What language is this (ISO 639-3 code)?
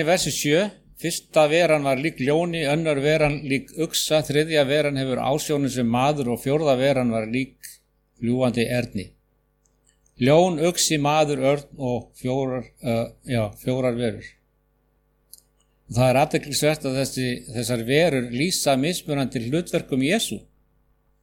isl